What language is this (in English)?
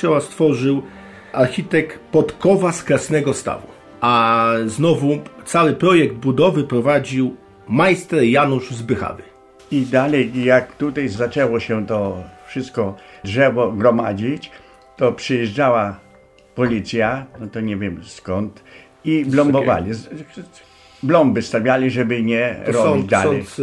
Polish